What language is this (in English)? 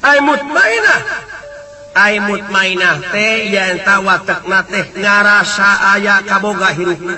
Sundanese